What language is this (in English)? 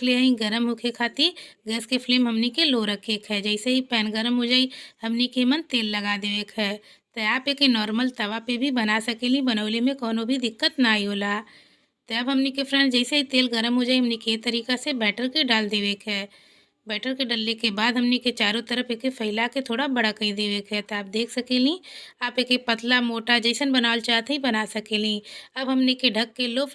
Bhojpuri